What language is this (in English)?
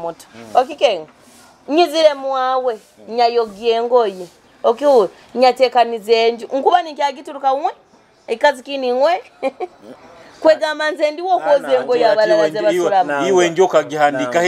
Nyoro